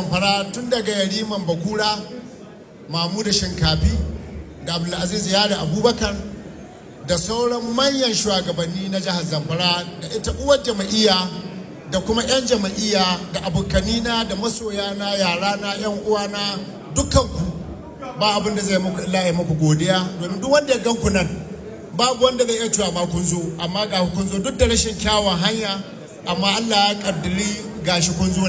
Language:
Hausa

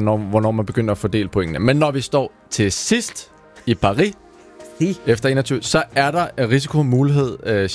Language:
Danish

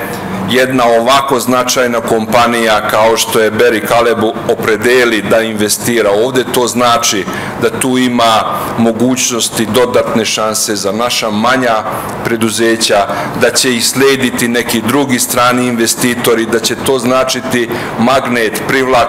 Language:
Serbian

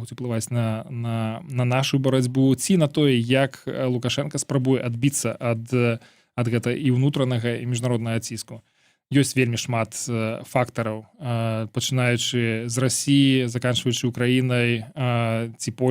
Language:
Belarusian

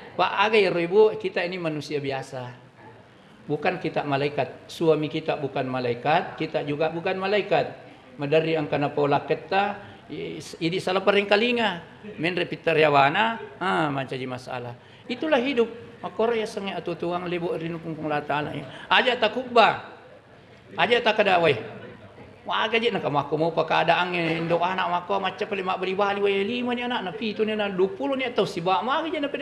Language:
Buginese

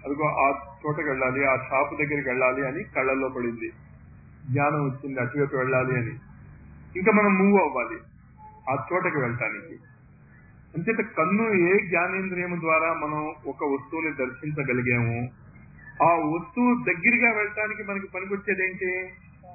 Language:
Telugu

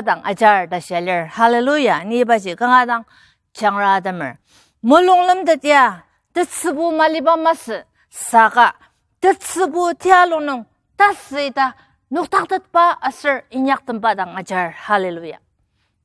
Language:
Ao Naga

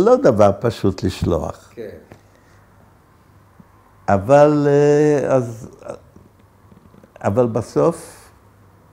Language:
Hebrew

